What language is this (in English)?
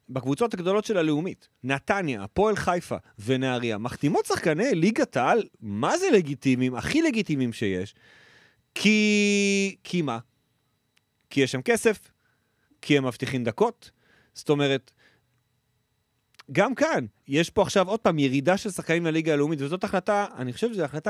Hebrew